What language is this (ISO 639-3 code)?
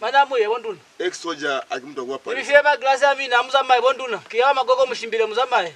loz